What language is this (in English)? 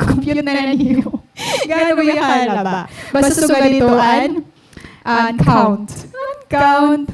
Waray